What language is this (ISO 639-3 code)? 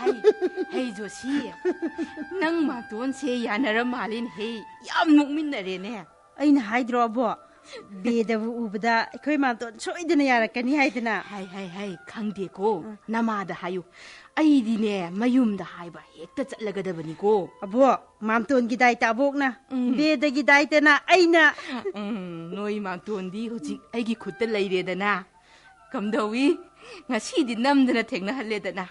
mni